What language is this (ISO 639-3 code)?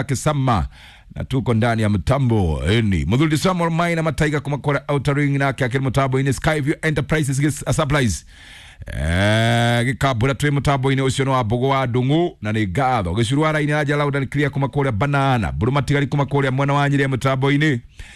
kik